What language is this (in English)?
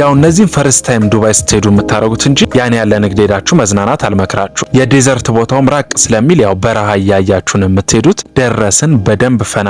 Amharic